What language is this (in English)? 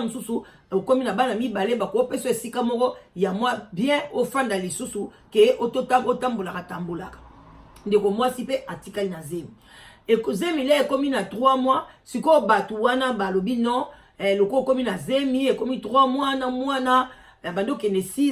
Lingala